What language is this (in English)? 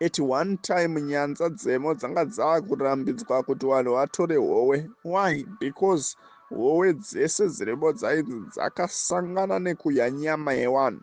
Shona